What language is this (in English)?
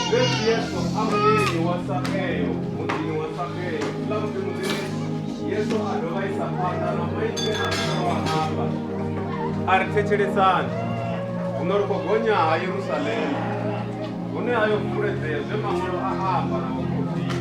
Venda